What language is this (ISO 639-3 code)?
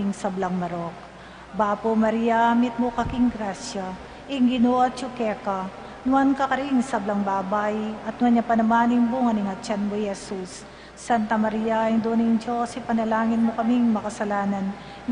pam